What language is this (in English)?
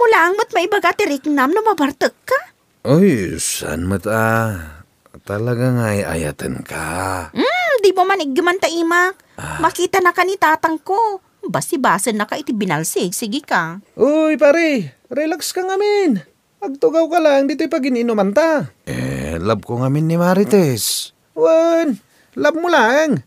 Iloko